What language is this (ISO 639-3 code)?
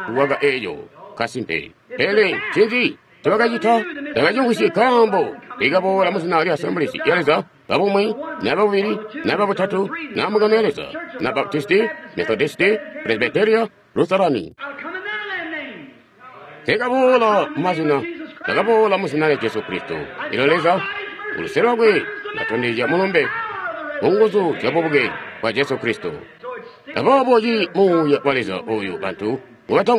toi